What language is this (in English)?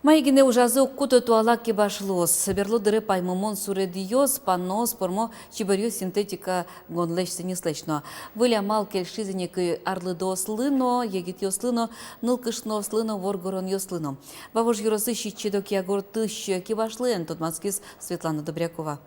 Udmurt